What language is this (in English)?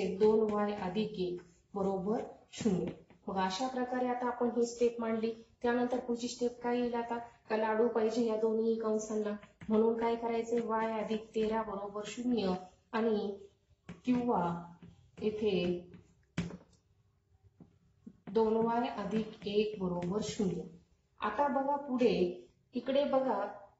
Marathi